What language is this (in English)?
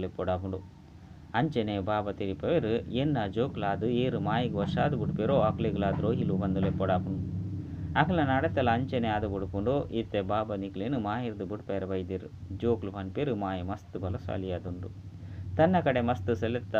Tulu